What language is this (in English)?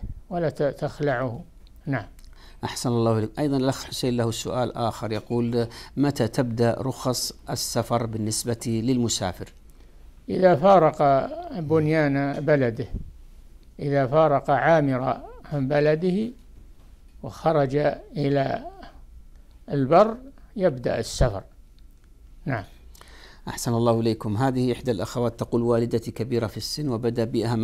Arabic